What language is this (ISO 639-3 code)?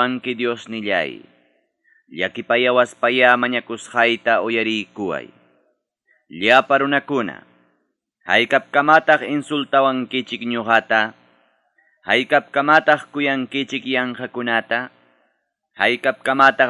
quy